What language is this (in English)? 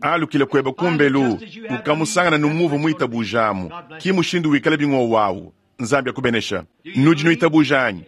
Luba-Lulua